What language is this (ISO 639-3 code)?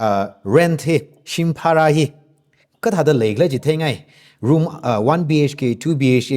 nmf